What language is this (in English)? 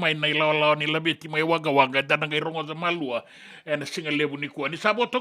Fijian